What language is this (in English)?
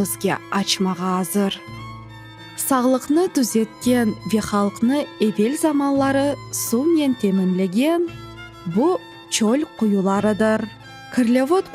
Crimean Tatar